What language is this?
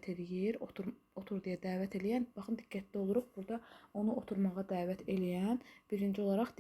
Azerbaijani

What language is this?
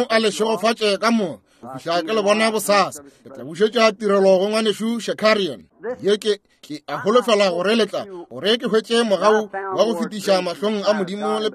Northern Sotho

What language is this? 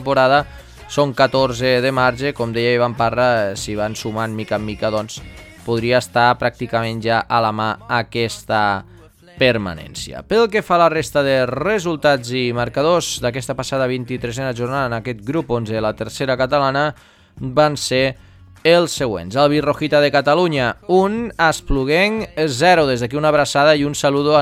Catalan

